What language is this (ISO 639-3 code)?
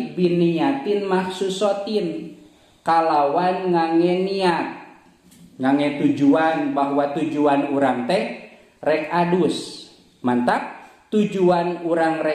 sun